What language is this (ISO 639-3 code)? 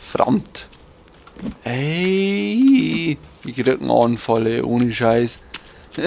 bar